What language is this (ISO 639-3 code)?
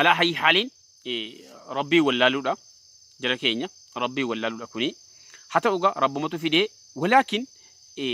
orm